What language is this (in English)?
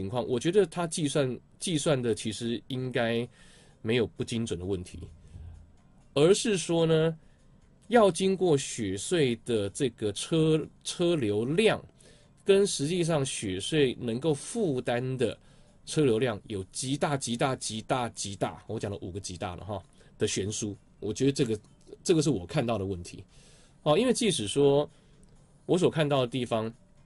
Chinese